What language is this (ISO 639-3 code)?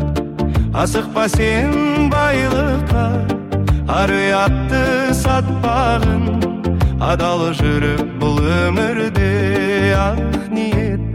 kaz